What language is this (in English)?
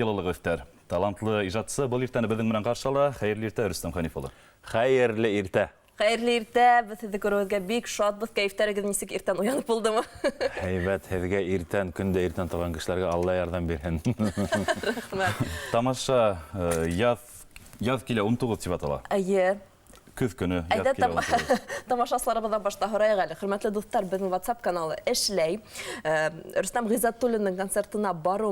Bashkir